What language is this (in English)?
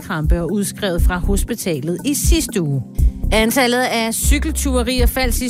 Danish